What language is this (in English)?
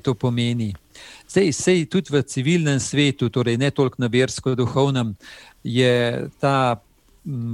Slovenian